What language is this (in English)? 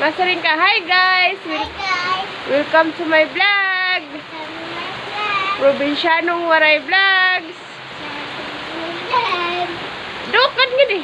Waray